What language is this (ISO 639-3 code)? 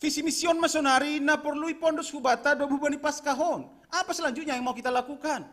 bts